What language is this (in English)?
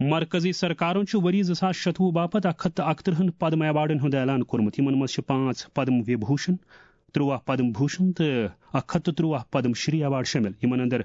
Kashmiri